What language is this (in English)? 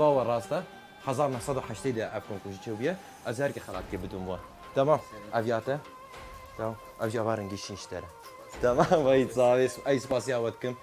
Kurdish